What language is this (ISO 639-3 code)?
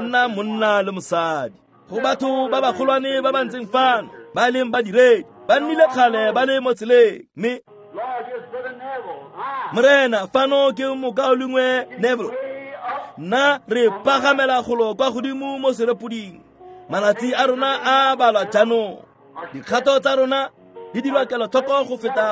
tsn